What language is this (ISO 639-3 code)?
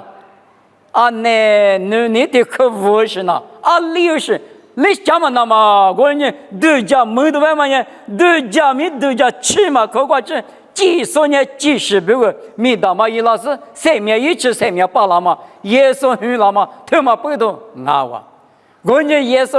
lis